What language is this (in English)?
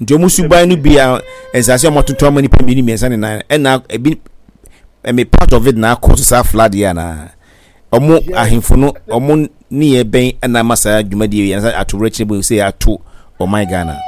Akan